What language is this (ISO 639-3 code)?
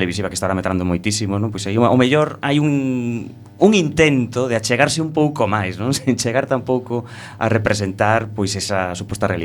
glg